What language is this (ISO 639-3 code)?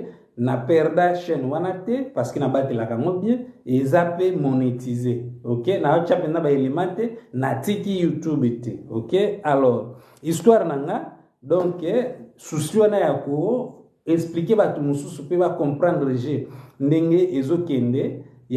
lin